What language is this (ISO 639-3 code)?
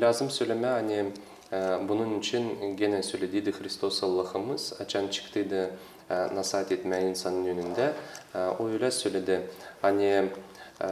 gag